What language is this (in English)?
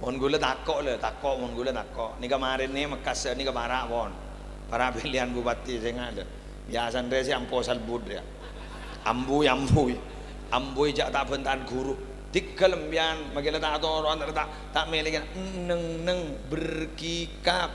Madurese